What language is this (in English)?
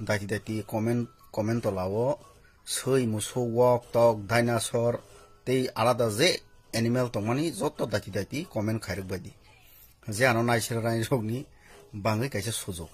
Riang (India)